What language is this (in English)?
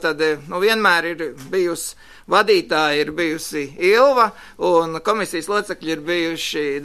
Latvian